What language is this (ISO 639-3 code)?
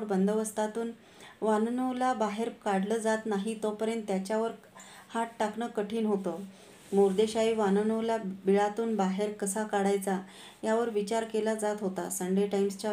mar